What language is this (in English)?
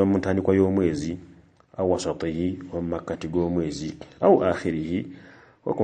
Ganda